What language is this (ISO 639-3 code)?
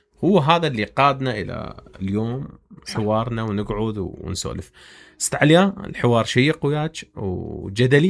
acm